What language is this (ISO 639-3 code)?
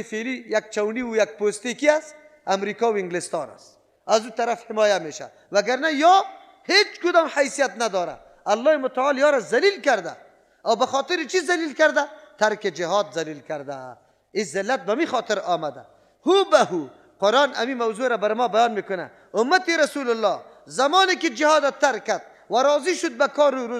fas